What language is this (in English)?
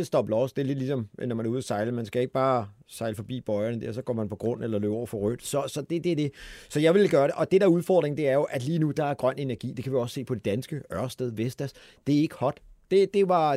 Danish